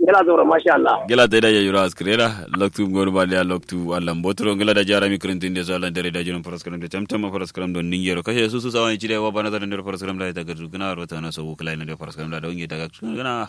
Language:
Kanuri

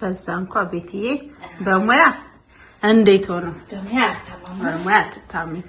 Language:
Amharic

